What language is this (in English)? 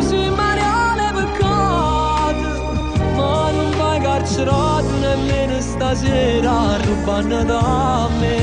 Neapolitan